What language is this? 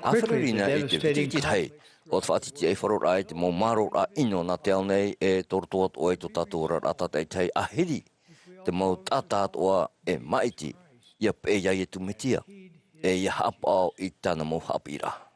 Tahitian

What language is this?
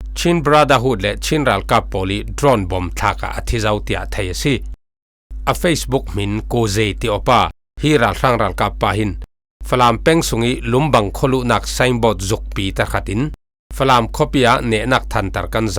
Falam Chin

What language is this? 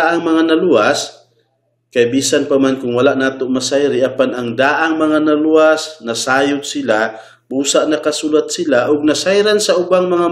Cebuano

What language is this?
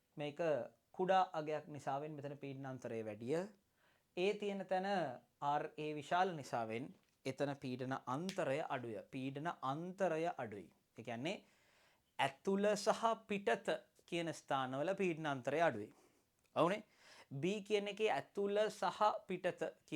Sinhala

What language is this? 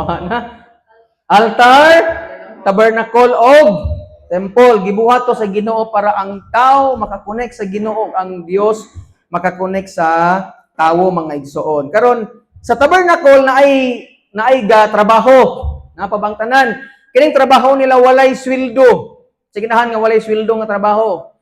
Cebuano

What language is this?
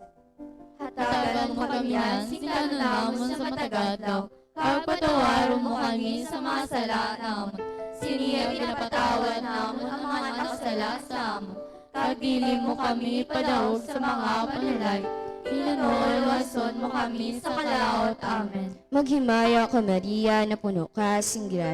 Hiligaynon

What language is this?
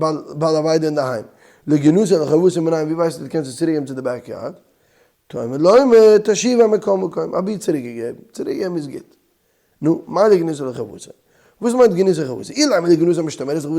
Yiddish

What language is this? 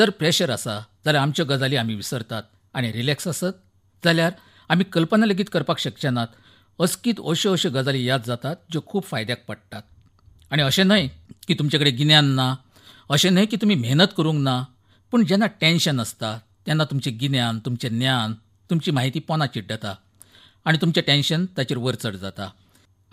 Konkani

